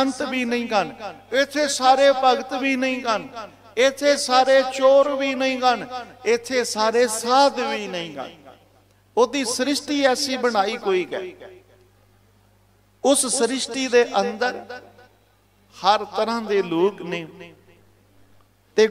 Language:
Punjabi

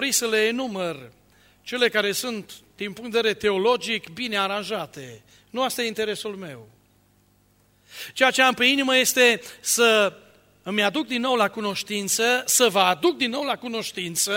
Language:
Romanian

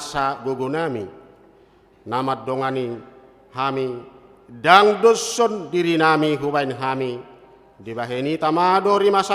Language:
Batak Toba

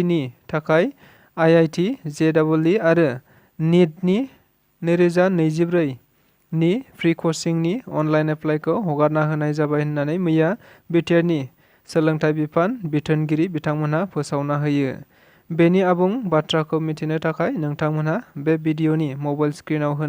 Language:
Bodo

